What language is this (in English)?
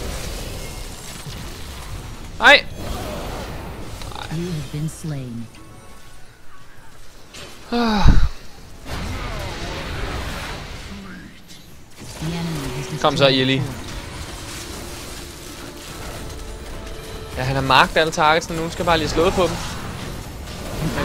Danish